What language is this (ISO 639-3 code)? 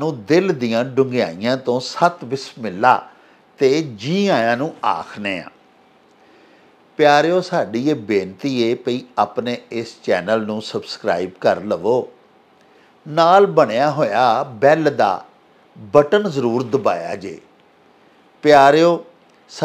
pan